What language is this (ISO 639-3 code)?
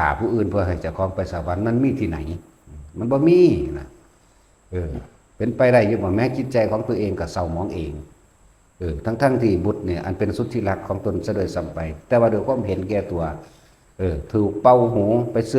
lao